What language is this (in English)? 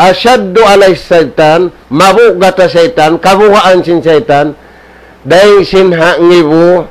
Tausug